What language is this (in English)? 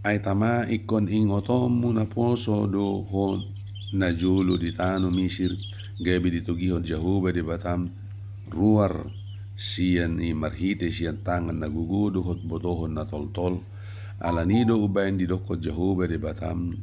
Batak Toba